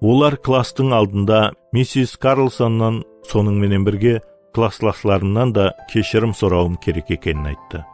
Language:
Kara-Kalpak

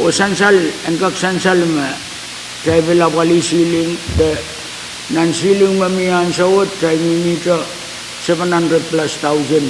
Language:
Pohnpeian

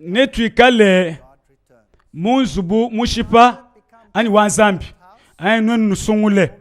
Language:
Luba-Lulua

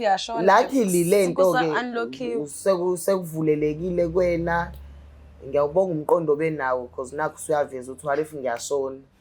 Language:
Zulu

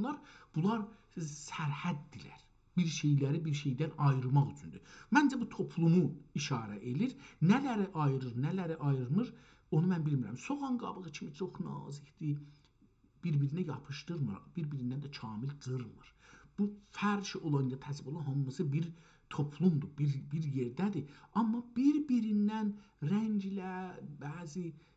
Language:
South Azerbaijani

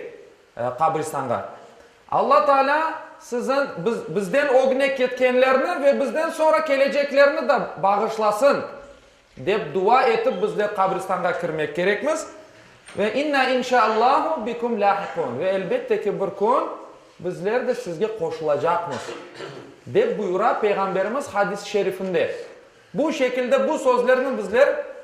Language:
Crimean Tatar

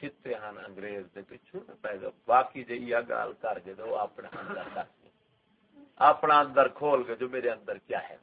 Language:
Saraiki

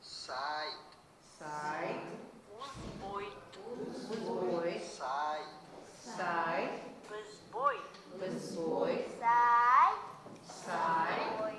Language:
Abkhazian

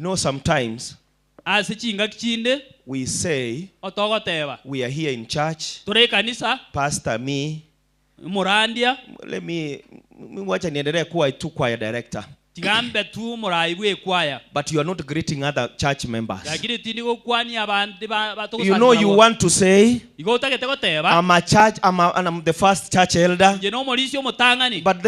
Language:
Gusii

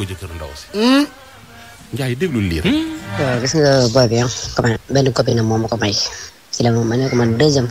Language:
Wolof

